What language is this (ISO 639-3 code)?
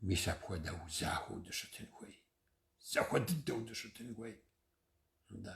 kbd